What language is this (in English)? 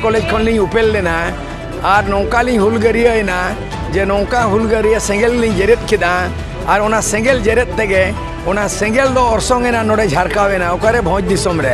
Santali